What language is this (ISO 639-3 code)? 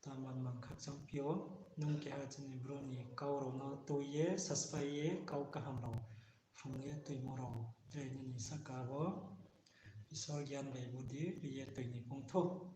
ria